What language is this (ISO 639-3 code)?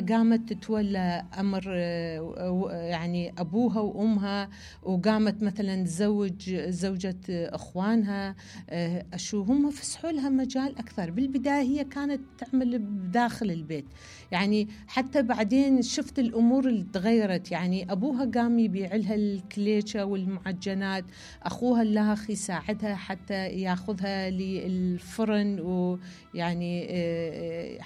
acm